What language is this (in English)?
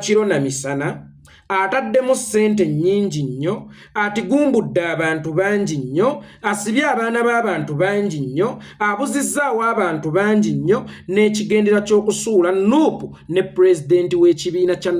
Ganda